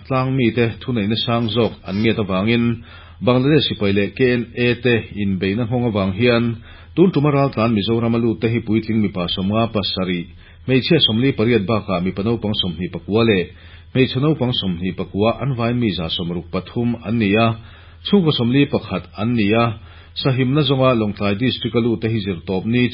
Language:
Mizo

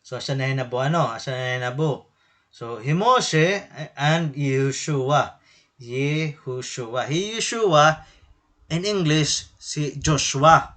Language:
Waray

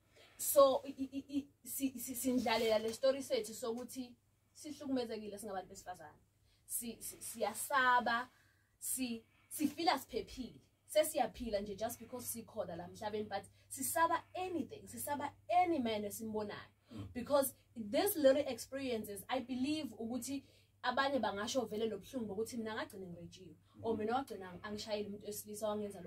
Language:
Zulu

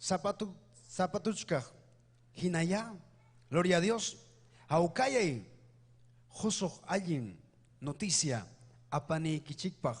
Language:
Ayacucho Quechua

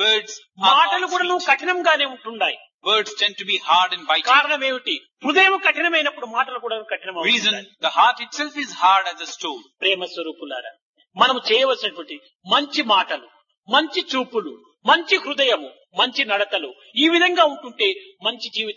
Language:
Telugu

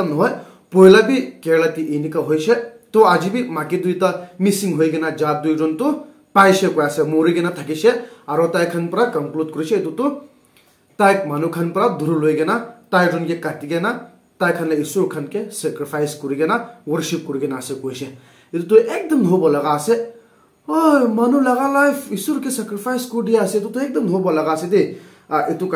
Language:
Naga Pidgin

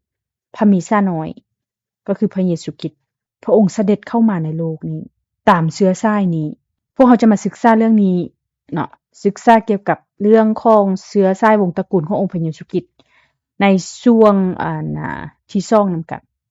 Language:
Lao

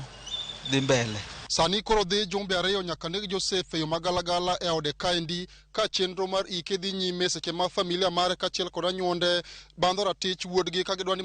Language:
Luo (Kenya and Tanzania)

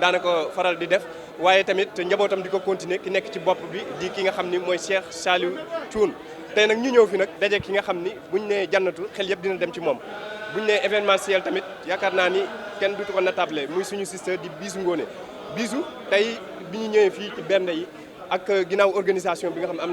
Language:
Wolof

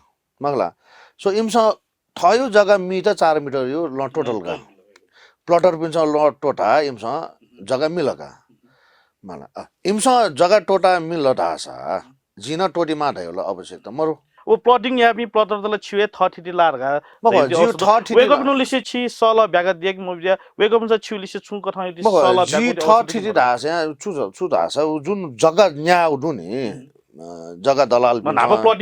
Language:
Newari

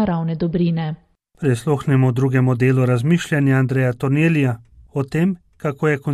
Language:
Slovenian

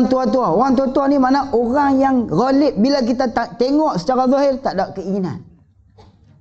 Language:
Malay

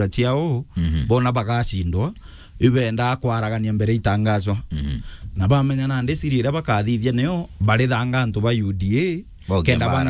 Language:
Meru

